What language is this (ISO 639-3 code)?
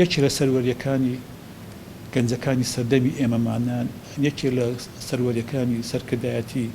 ckb